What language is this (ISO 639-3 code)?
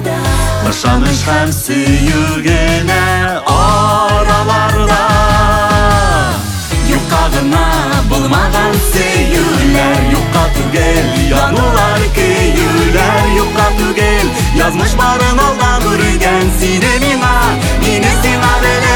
tat